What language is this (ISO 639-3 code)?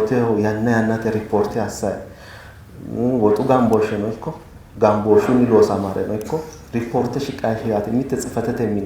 sid